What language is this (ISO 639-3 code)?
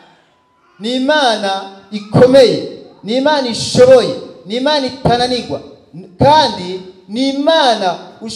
run